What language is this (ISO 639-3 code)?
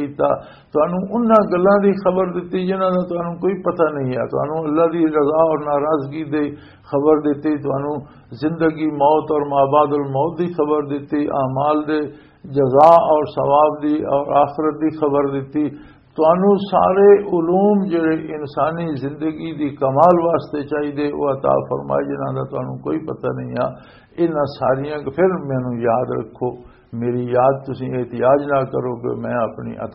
lah